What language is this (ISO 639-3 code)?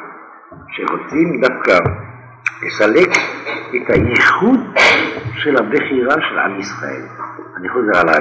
heb